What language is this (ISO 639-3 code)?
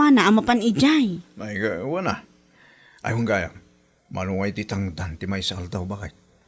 ilo